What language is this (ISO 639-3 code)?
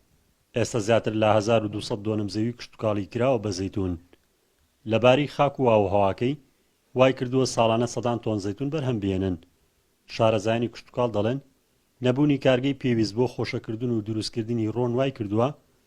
ckb